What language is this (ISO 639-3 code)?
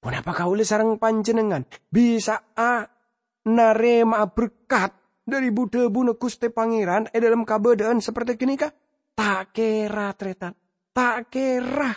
mad